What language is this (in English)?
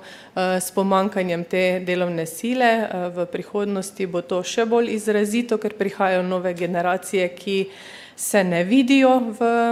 Slovenian